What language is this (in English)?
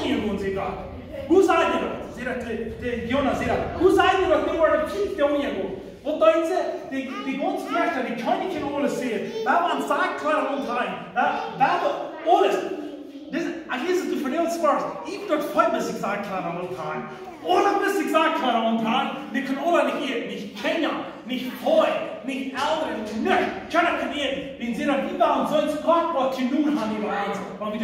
Plautdietsch